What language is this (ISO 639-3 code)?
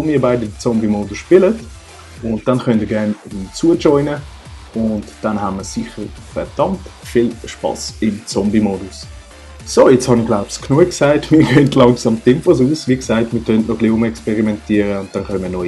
gsw